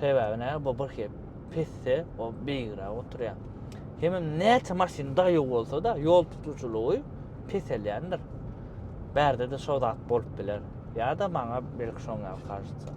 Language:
Turkmen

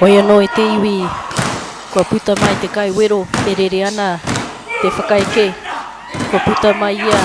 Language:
Māori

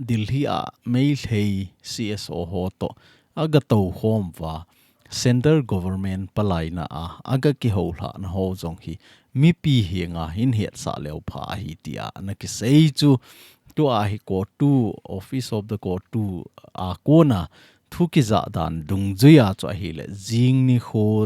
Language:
Thado Chin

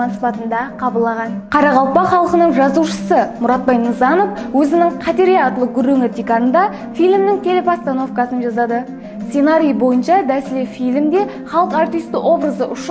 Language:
Kara-Kalpak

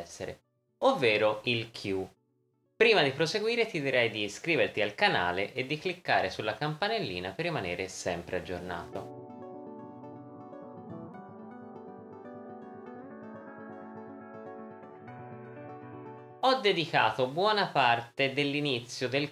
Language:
Italian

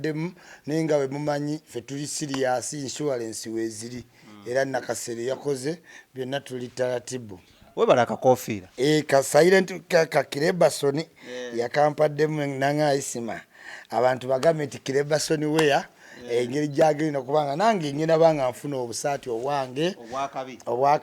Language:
Ganda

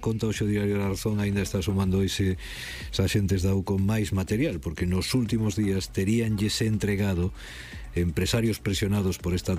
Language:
Galician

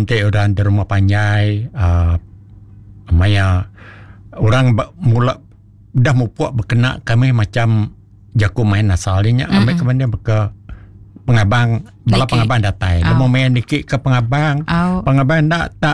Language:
Iban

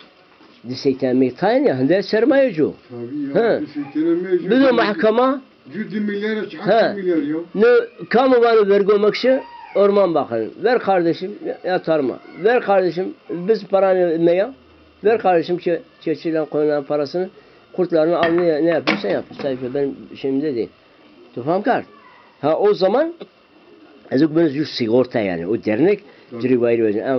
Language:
Zaza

